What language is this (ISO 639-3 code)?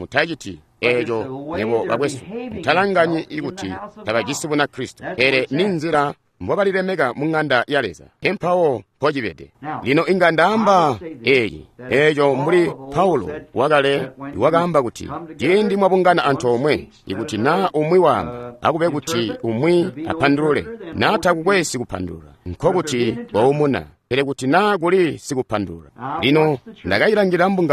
toi